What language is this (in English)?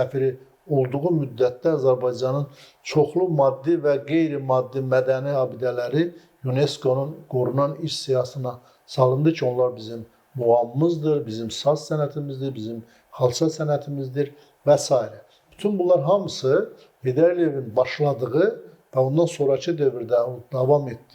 Azerbaijani